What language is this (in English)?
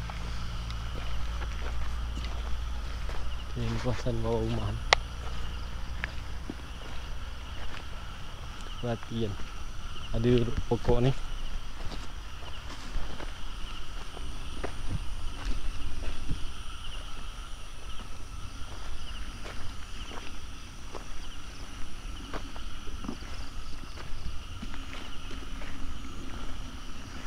Malay